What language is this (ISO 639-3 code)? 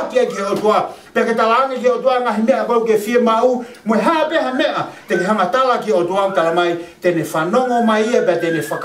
ton